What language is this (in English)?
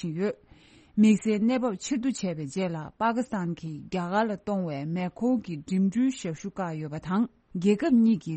Tibetan